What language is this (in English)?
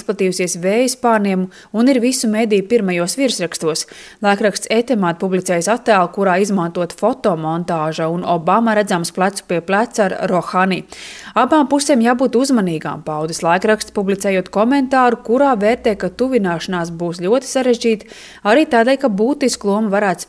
Latvian